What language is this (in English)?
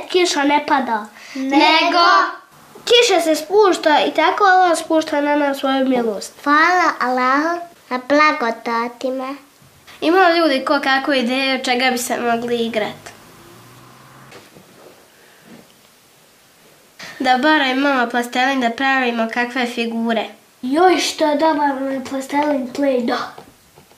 Bosnian